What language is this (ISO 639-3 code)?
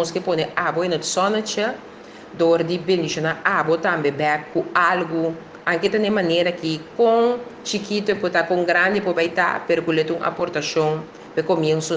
pap